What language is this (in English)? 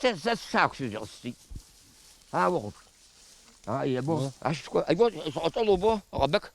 Abkhazian